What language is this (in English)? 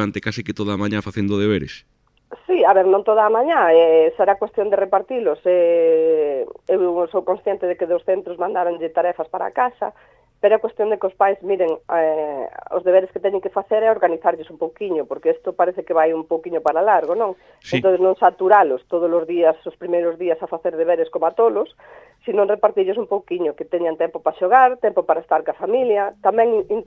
Galician